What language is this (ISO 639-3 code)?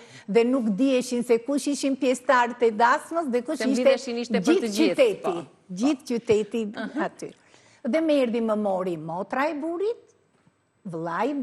sqi